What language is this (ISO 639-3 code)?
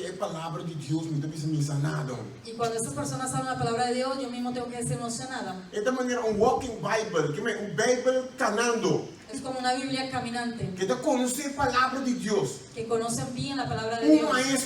pap